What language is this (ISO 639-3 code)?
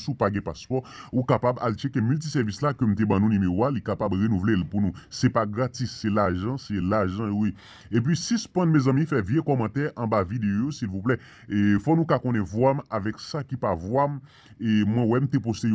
hat